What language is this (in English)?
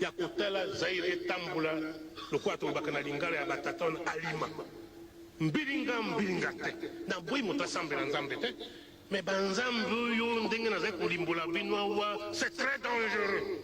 Lingala